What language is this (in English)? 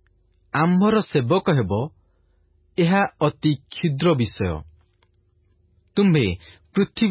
Odia